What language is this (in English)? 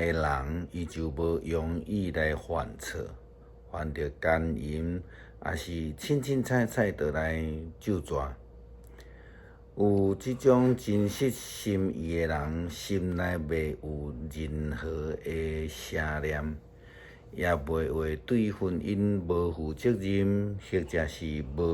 Min Nan Chinese